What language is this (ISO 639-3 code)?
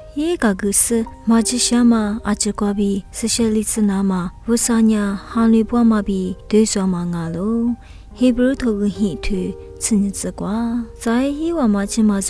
lis